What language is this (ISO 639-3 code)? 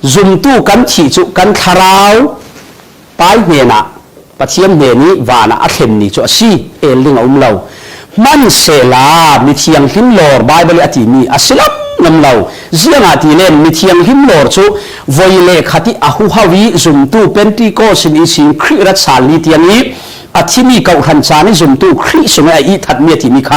cfm